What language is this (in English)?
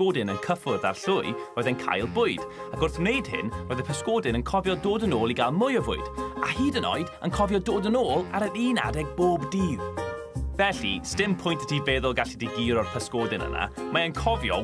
Welsh